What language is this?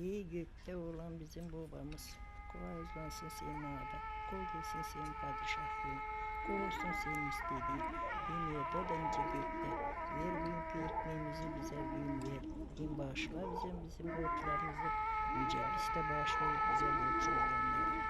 Gagauz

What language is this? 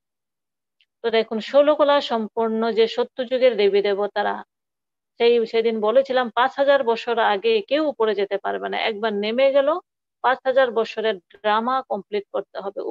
Bangla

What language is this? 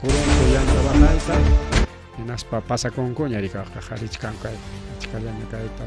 Ayacucho Quechua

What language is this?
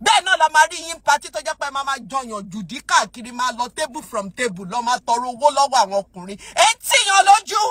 Yoruba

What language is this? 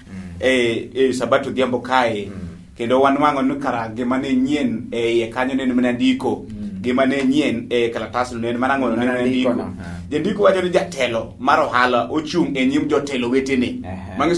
Luo (Kenya and Tanzania)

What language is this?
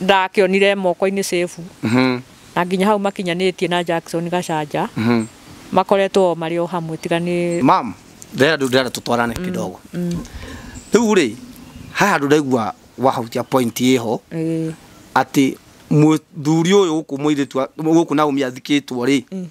Kikuyu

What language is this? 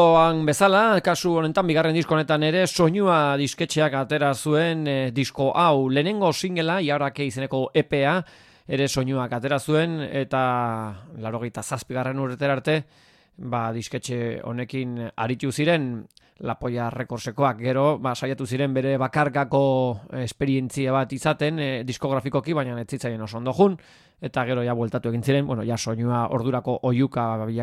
Basque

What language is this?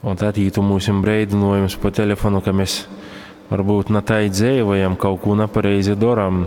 Latgalian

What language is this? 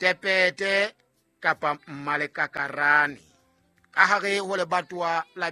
Southern Sotho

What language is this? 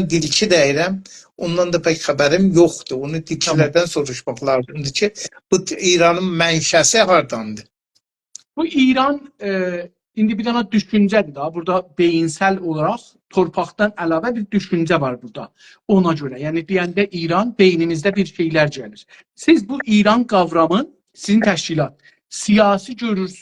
South Azerbaijani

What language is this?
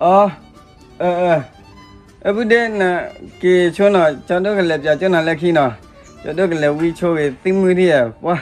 S'gaw Karen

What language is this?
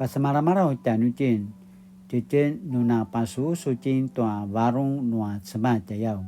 Paiwan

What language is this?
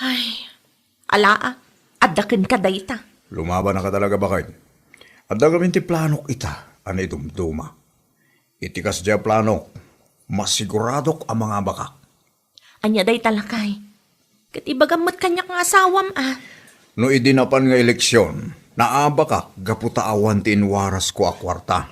Iloko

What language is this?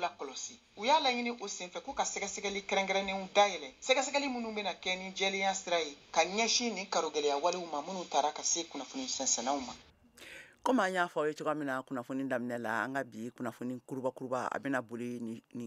Bambara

